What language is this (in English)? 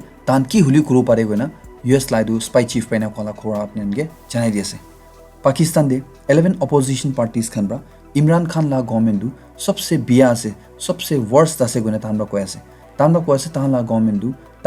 Naga Pidgin